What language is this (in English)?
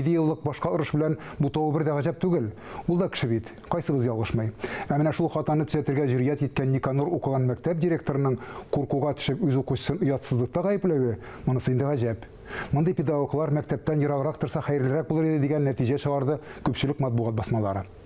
Tatar